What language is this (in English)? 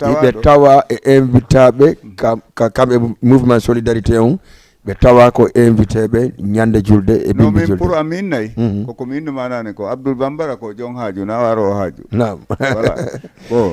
Fula